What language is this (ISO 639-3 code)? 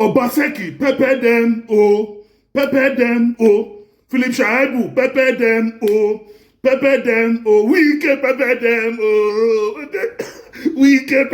pcm